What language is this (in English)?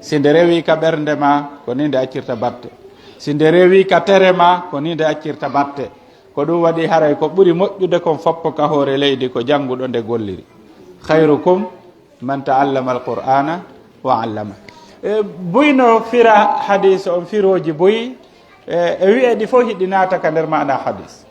Pular